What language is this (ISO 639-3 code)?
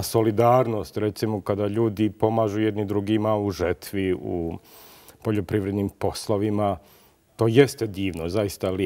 bos